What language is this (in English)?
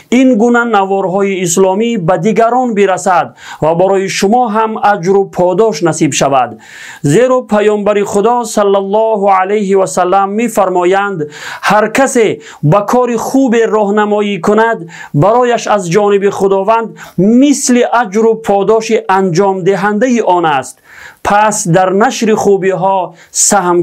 Tajik